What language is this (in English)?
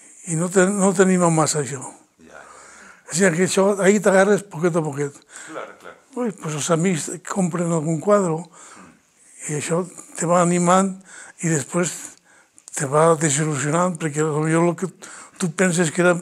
Catalan